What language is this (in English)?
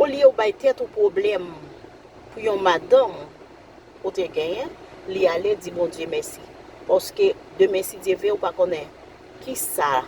Haitian Creole